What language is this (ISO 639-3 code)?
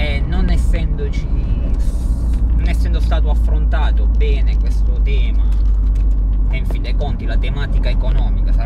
ita